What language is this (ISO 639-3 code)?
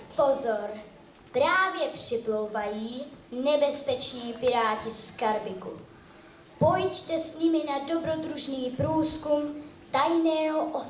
ces